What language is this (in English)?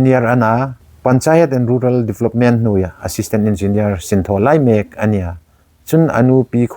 Hmar